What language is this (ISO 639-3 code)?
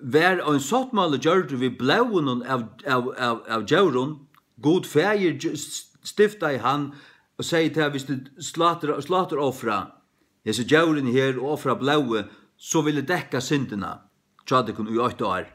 fao